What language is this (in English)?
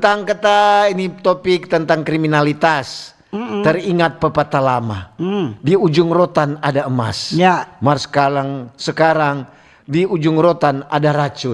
Manado Malay